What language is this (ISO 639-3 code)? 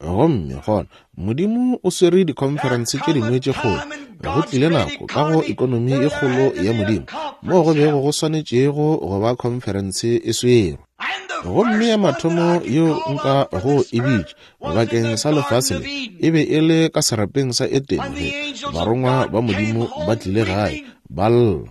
nso